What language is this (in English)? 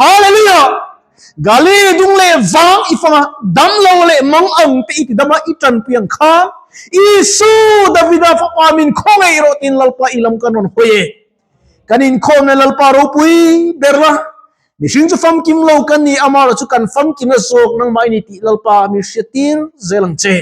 Mizo